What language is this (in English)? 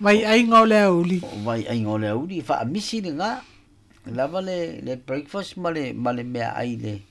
Samoan